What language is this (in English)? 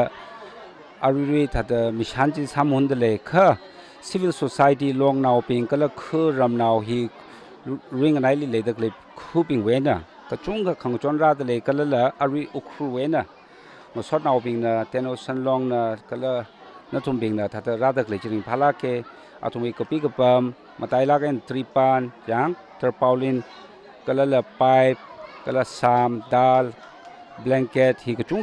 Tangkhul Naga (India)